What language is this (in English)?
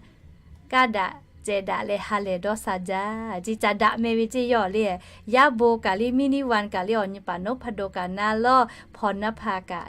Lahu